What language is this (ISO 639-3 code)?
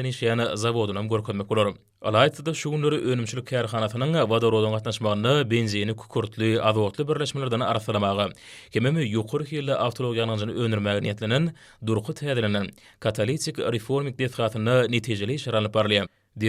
tuk